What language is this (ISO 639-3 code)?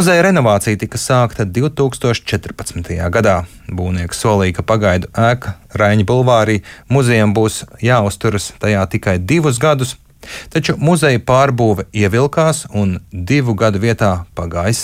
lav